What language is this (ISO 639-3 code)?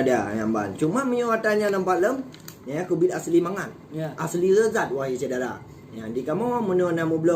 ace